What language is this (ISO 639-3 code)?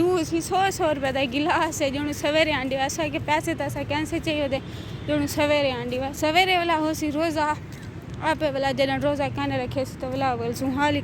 skr